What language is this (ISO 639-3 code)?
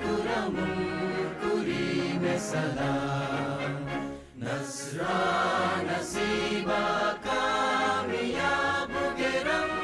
div